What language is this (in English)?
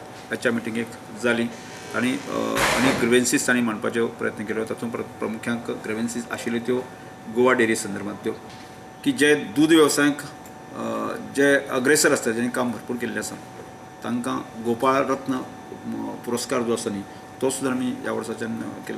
Konkani